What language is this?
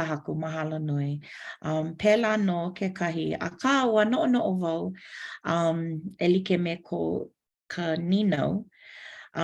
Hawaiian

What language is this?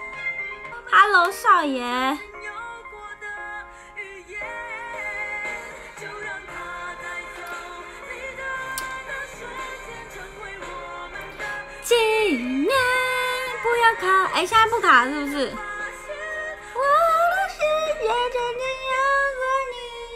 Chinese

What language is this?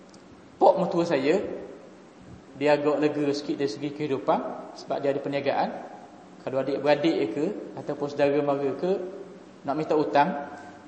Malay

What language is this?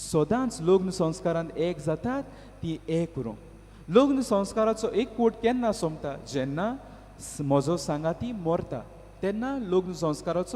Konkani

